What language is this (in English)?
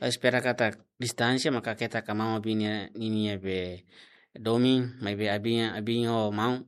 Tetum